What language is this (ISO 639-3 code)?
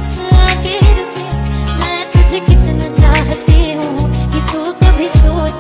hin